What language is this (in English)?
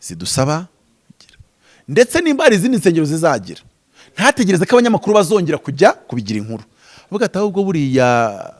Kinyarwanda